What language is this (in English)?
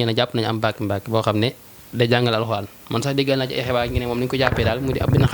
Wolof